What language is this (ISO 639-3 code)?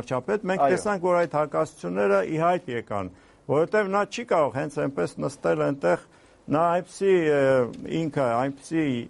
hye